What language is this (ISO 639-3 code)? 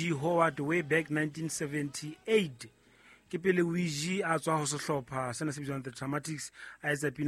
sot